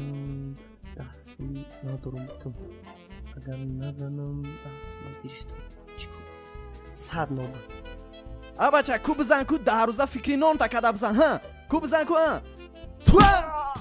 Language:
Tajik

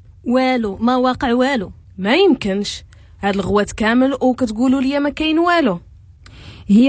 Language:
Moroccan Arabic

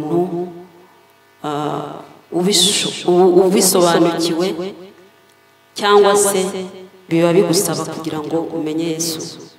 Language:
Kinyarwanda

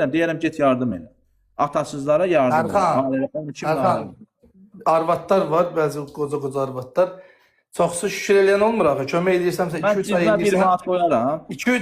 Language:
Azerbaijani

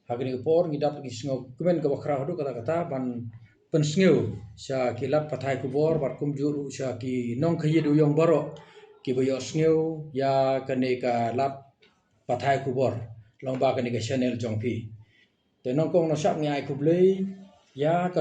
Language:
Khasi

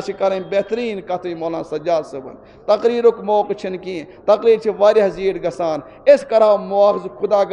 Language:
Kashmiri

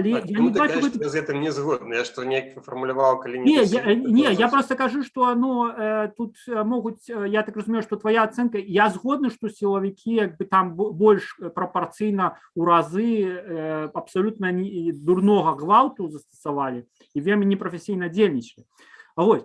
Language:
Belarusian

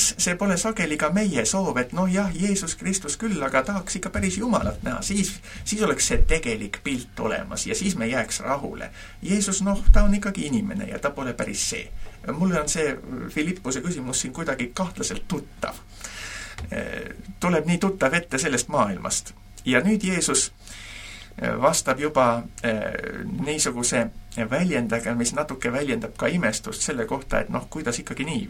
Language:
Estonian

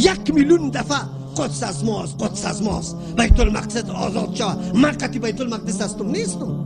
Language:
Persian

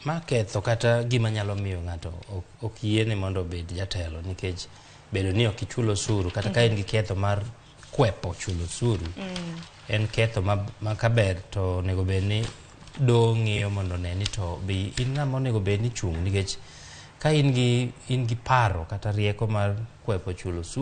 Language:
Luo (Kenya and Tanzania)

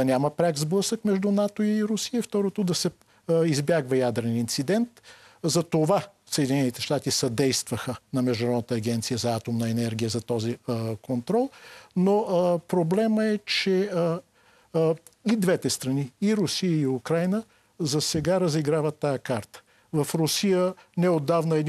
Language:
Bulgarian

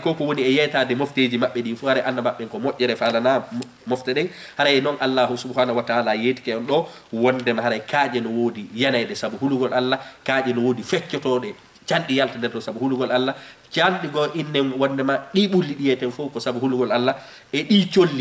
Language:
Fula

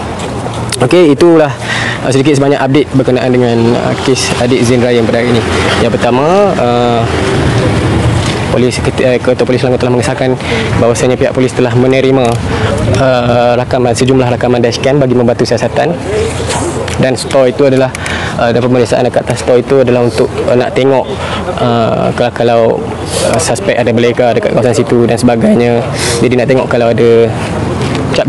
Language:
Malay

